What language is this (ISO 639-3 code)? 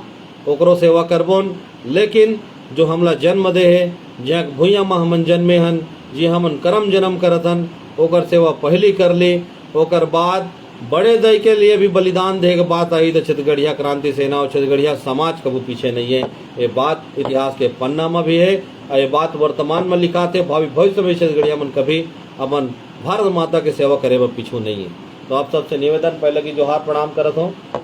hne